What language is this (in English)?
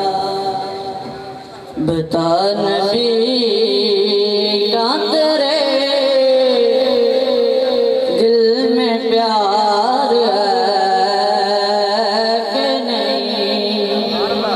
Urdu